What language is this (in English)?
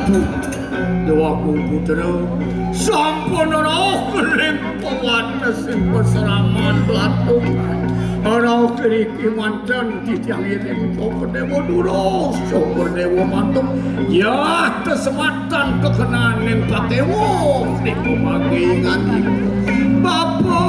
Balinese